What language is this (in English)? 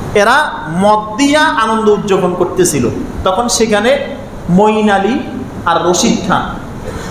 Bangla